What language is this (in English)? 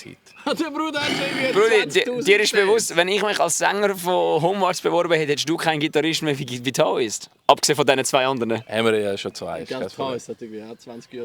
Swiss German